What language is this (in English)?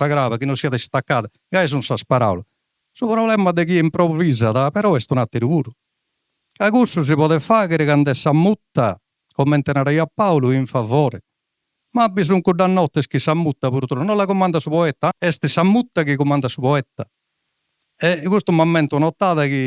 Sardinian